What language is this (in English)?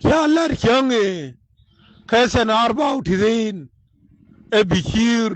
Nuer